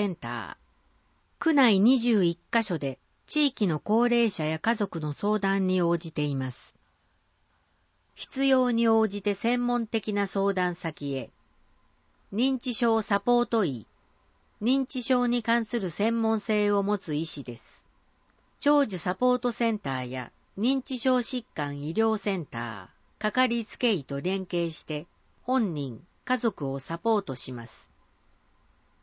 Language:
Japanese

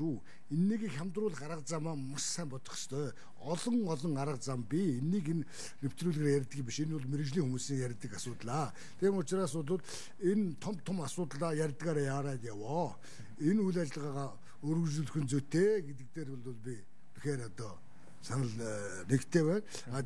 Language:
Mongolian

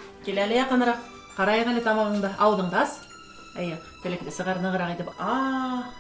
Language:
Bashkir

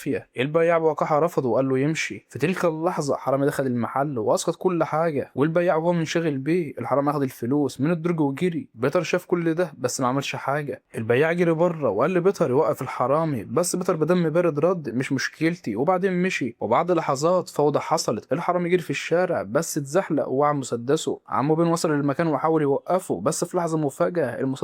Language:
Egyptian Arabic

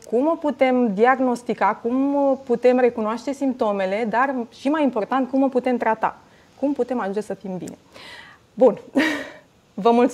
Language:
Romanian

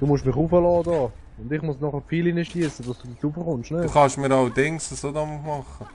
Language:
Swiss German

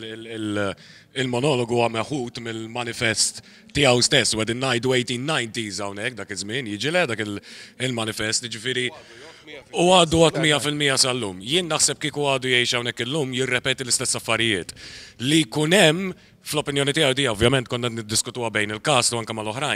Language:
Maltese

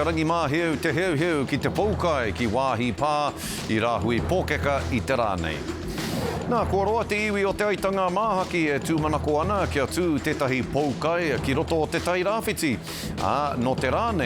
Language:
Māori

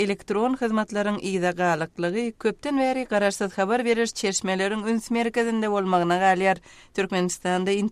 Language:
Turkmen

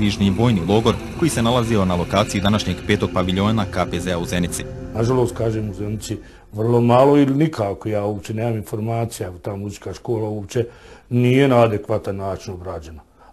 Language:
Bosnian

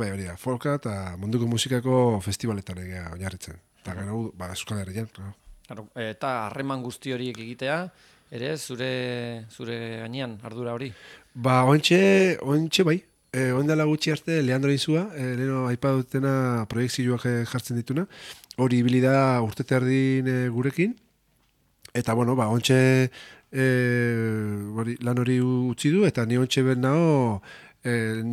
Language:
Basque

